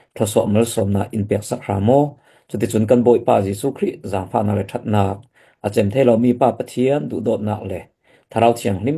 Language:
Falam Chin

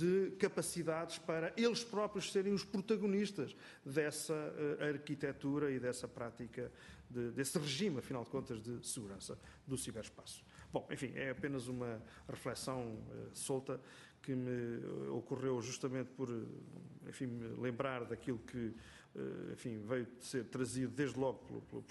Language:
Portuguese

